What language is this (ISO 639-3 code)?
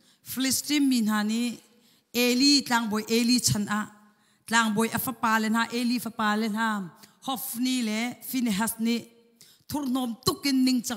cnh